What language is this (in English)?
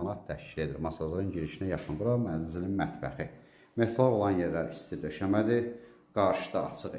Azerbaijani